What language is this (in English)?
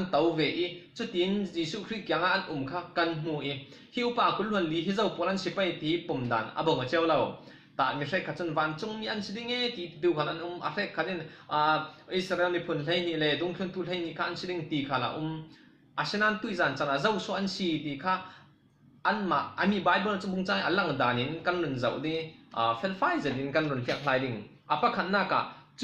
Falam Chin